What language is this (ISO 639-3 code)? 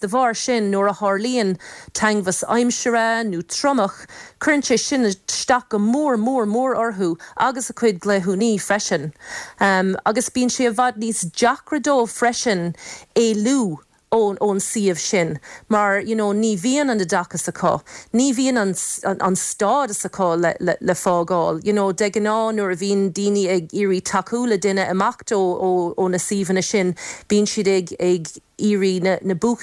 gle